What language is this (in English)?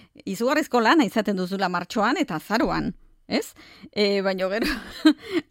Basque